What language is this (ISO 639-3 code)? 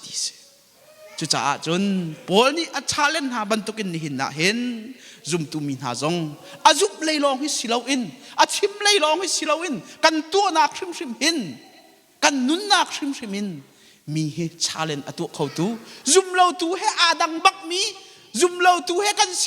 cnh